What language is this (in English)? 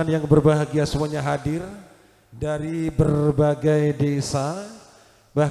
Javanese